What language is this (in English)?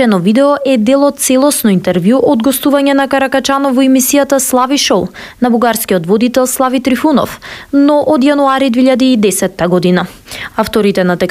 Macedonian